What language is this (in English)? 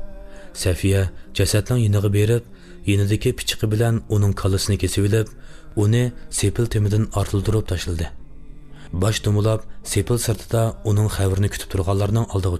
Uyghur